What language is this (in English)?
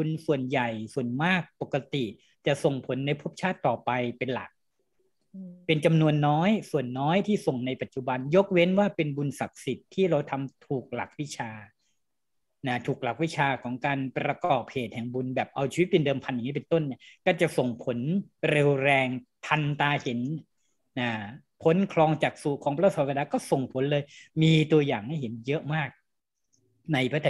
Thai